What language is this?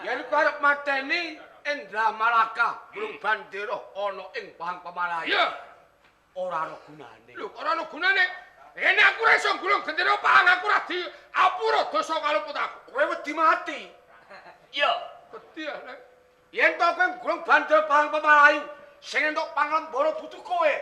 Javanese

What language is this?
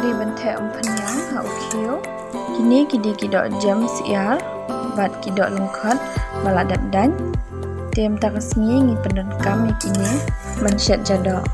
Khasi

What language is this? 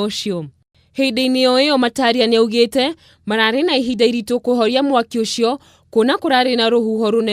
Kikuyu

